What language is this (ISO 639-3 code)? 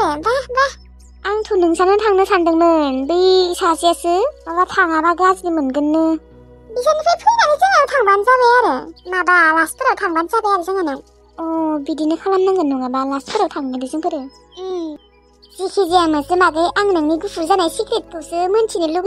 brx